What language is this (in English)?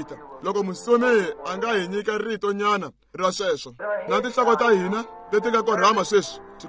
Tsonga